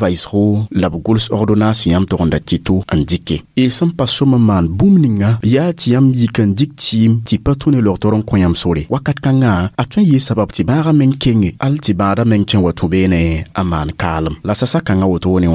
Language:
Mossi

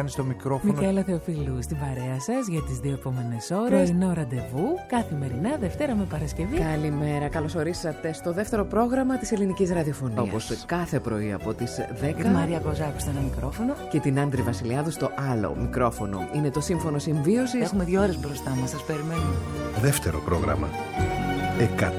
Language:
Greek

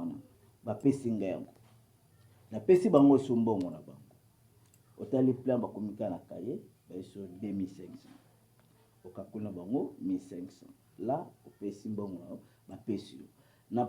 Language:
Lingala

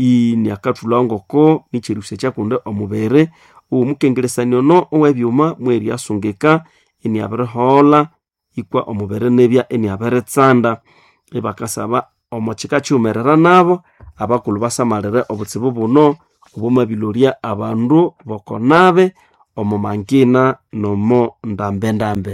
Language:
Nande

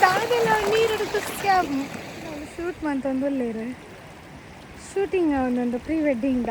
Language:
Tulu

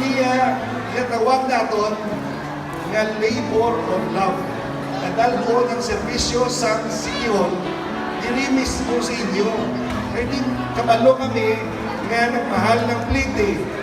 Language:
Hiligaynon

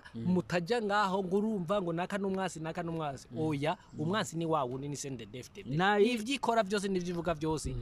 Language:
Rundi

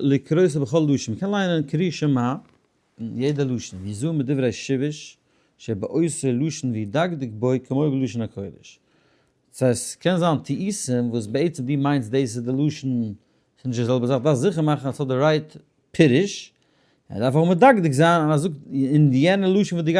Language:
Yiddish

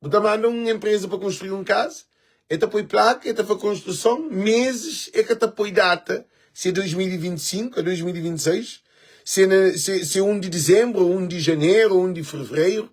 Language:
Kabuverdianu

